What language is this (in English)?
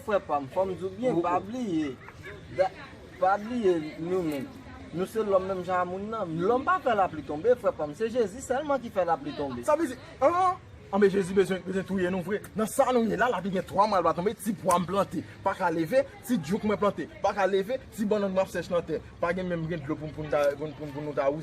Haitian Creole